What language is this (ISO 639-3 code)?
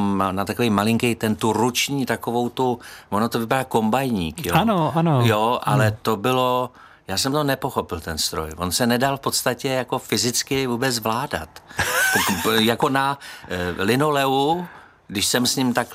ces